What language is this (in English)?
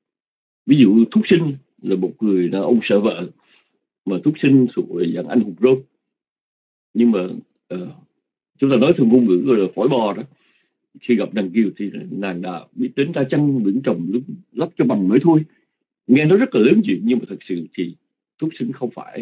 Vietnamese